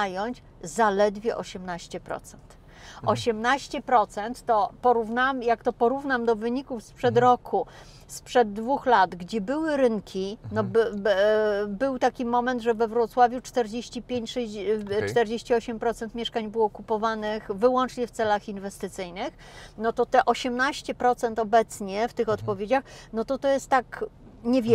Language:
Polish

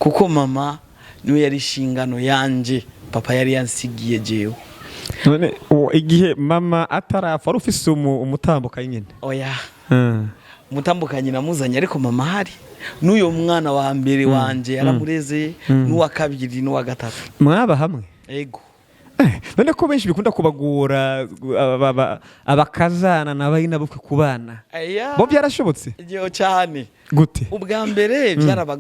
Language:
Rundi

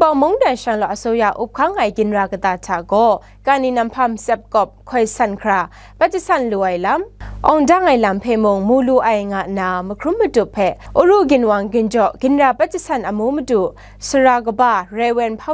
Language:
Kachin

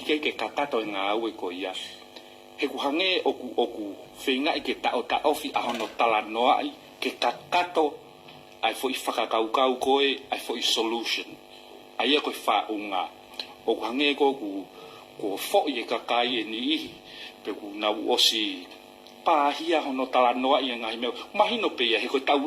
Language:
Tongan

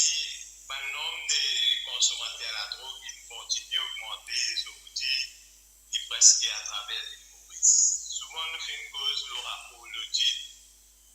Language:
Morisyen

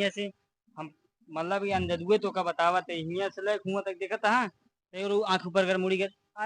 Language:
Awadhi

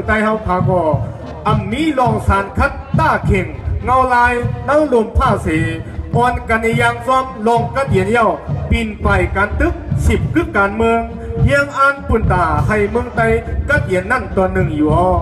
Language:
Shan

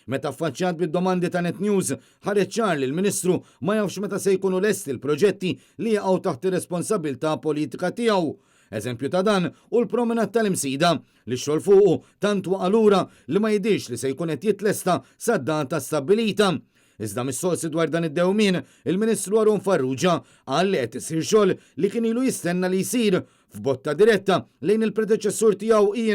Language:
Maltese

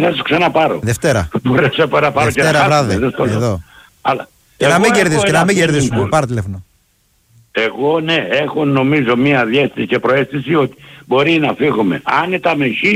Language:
Greek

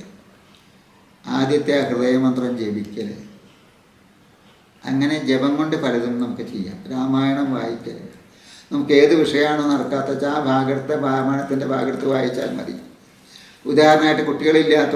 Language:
Malayalam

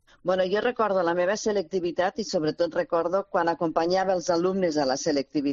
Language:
Catalan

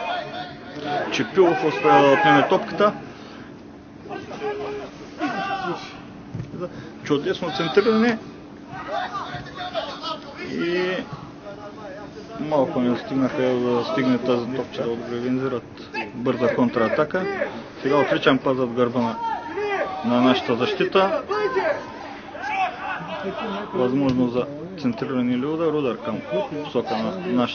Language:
Bulgarian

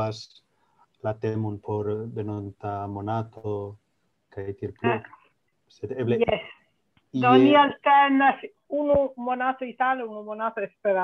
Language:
Esperanto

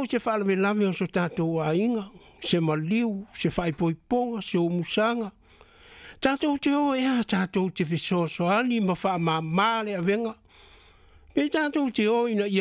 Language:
Samoan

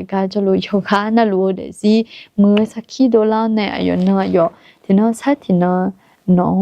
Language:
Akha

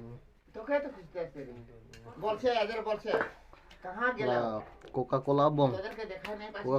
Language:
Karbi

